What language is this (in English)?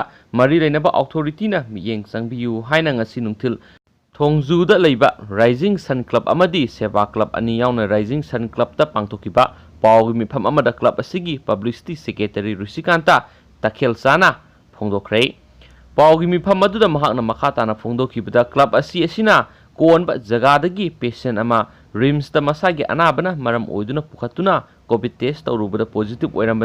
Manipuri